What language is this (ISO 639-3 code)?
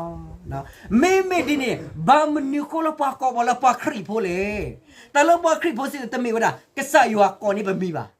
ksw